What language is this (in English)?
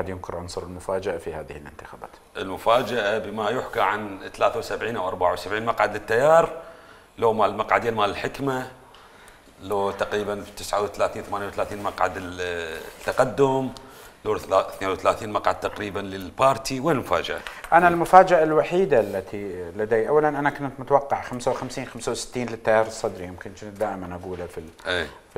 Mesopotamian Arabic